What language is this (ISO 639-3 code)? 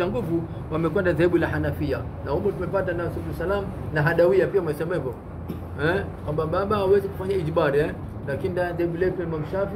swa